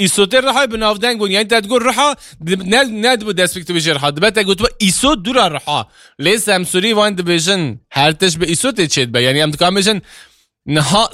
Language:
Kurdish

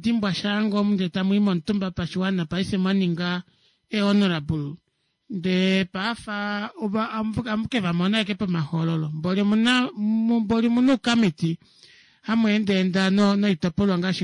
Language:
Kuanyama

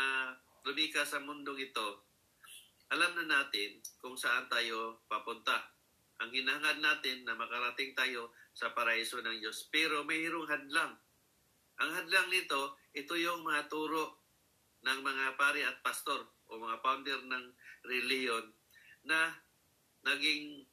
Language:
Filipino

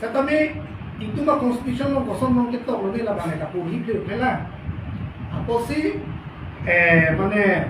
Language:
Karbi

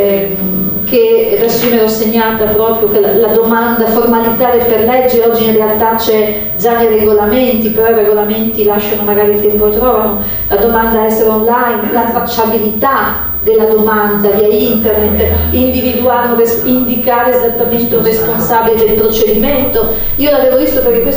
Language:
Italian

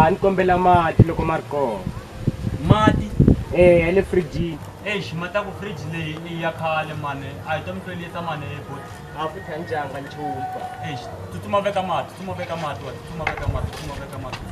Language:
Tsonga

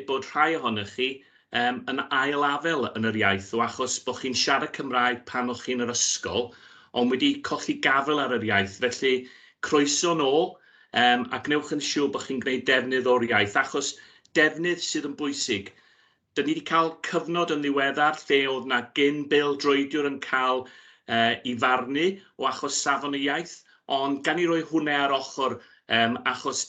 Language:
Welsh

